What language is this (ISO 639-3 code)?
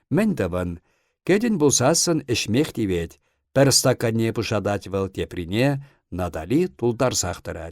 chv